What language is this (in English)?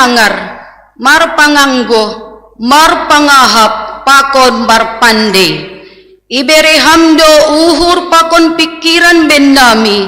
Batak Simalungun